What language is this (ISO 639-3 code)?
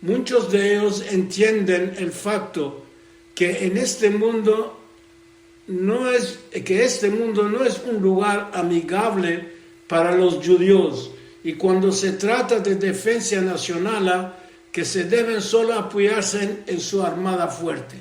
lad